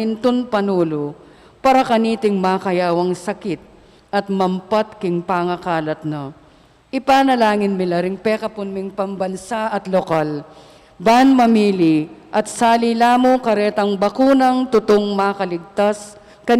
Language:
Pampanga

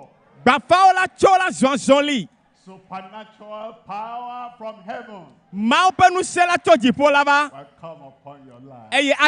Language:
Ewe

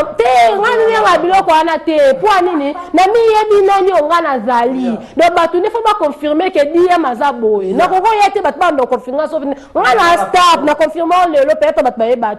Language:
Lingala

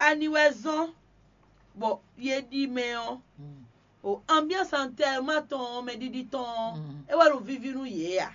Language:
Fon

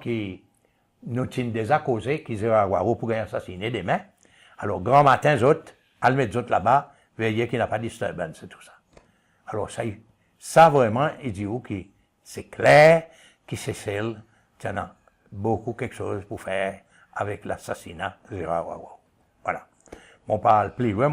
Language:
Seselwa Creole French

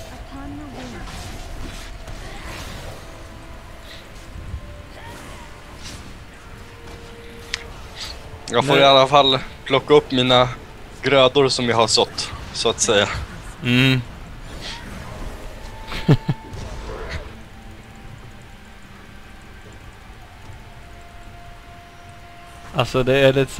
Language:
Swedish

